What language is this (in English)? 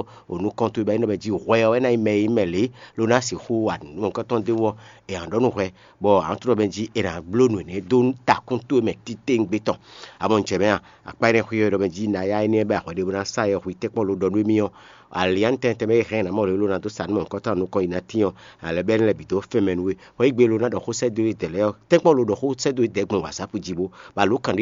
Fon